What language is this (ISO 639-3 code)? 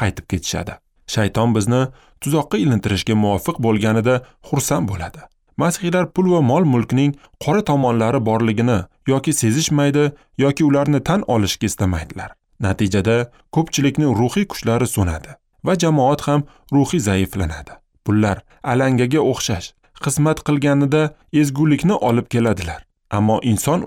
uzb